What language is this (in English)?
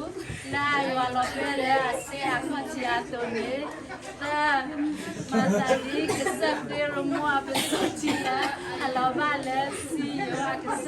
S'gaw Karen